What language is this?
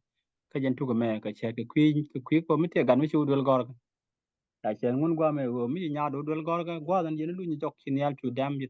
Nuer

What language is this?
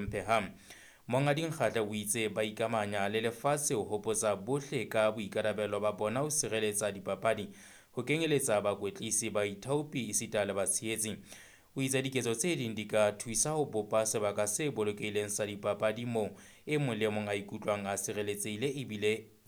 Southern Sotho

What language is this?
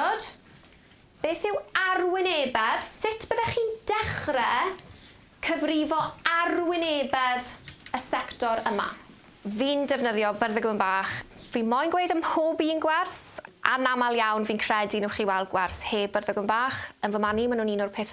Welsh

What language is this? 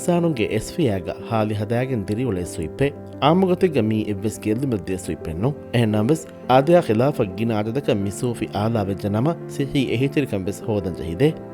Divehi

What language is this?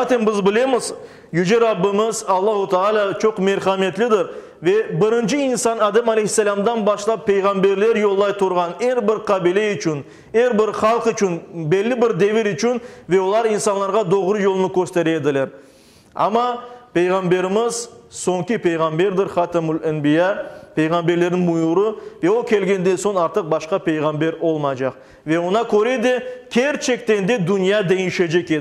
Crimean Tatar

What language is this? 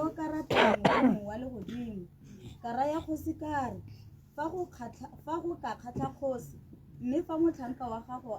Tswana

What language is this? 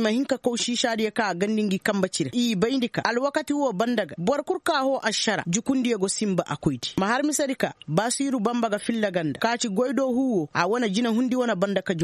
Koyraboro Senni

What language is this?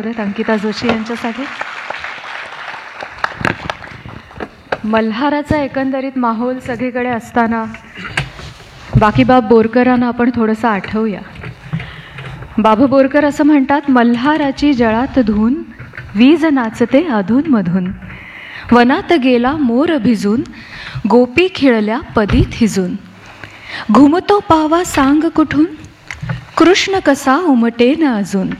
Marathi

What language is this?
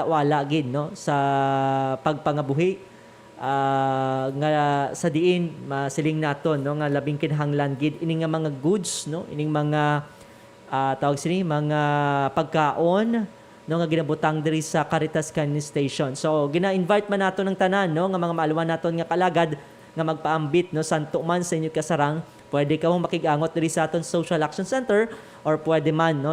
Hiligaynon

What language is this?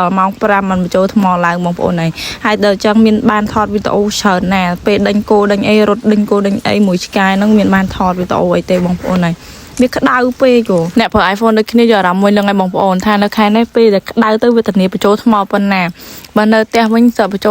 Khmer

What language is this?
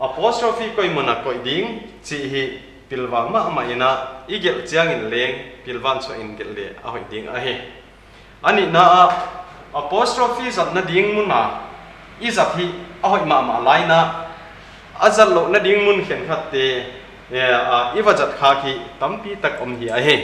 Paite Chin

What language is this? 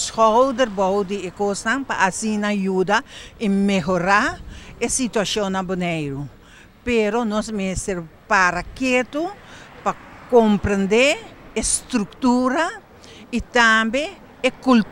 Papiamento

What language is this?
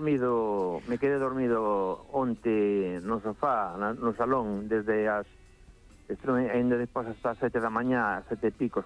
Galician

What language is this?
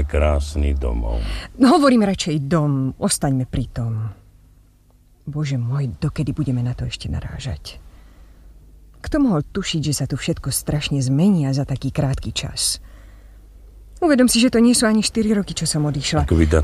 Slovak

